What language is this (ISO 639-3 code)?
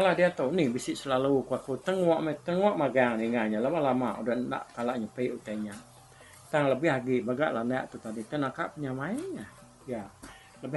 iba